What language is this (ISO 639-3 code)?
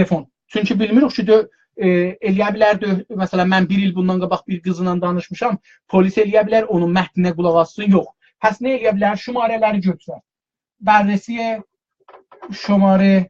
azb